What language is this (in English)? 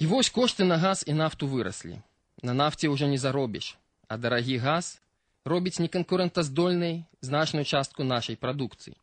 Belarusian